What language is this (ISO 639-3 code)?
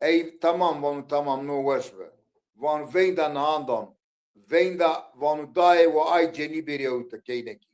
zza